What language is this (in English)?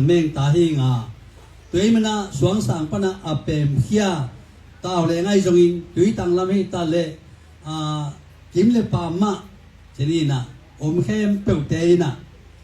Tedim Chin